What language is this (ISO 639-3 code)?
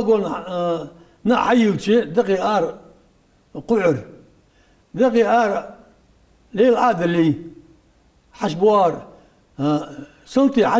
inh